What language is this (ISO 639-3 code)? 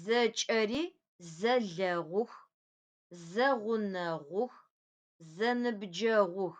ady